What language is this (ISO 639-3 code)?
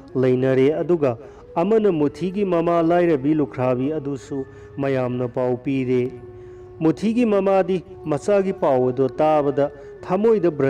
mni